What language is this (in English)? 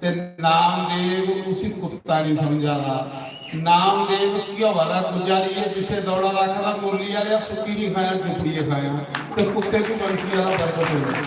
Dogri